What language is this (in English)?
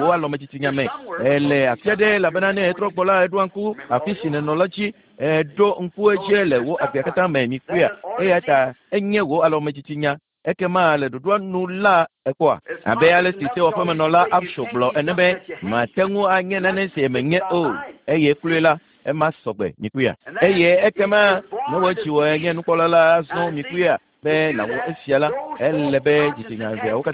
Ewe